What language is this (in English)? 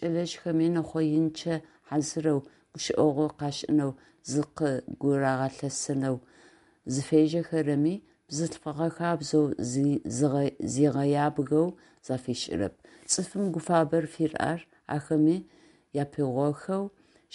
Adyghe